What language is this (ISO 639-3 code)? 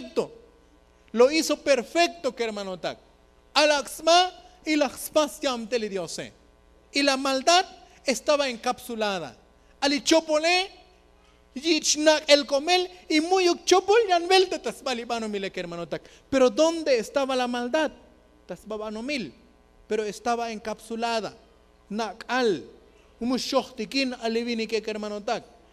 tzo